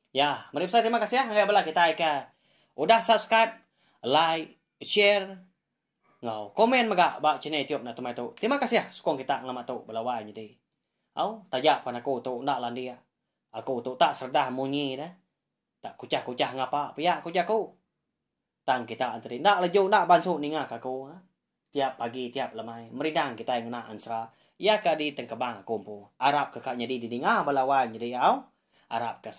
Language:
Iban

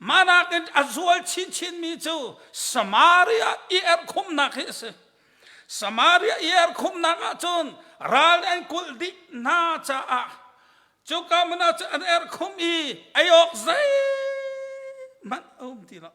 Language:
Hakha Chin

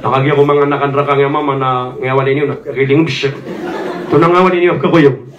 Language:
Maranao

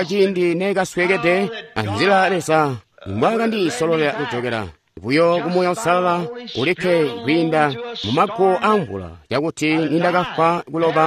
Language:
Tonga (Zambia)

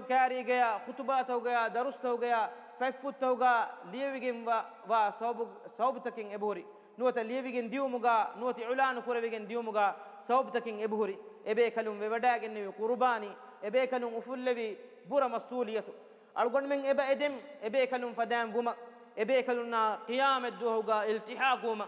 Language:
Divehi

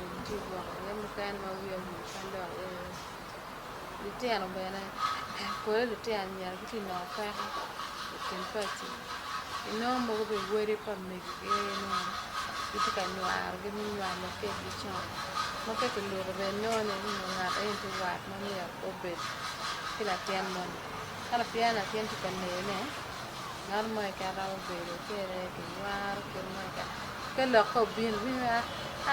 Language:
Acoli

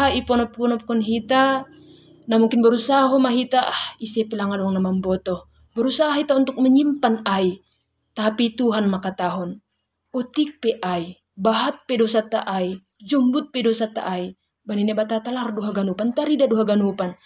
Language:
Batak Simalungun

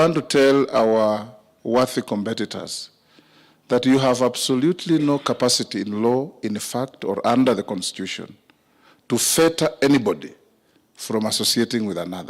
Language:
Kamba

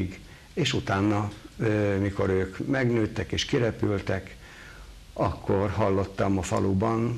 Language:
Hungarian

